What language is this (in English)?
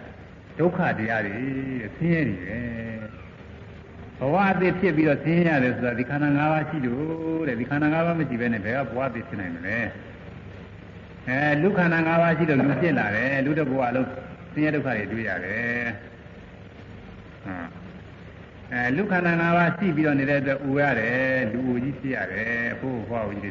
Burmese